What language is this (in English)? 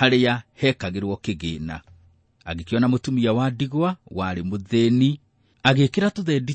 Kikuyu